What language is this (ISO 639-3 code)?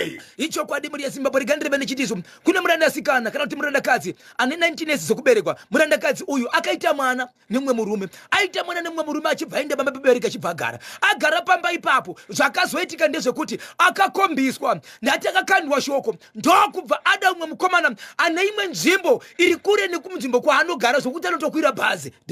sna